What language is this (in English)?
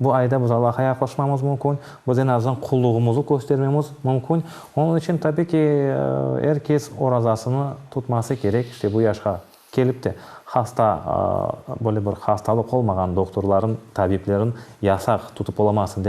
Crimean Tatar